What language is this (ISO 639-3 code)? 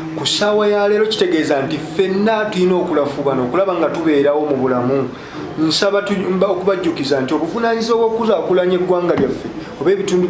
lug